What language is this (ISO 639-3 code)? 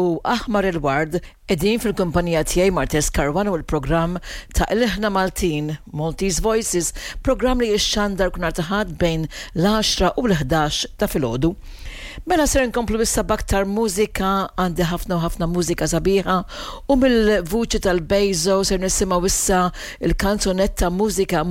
mlt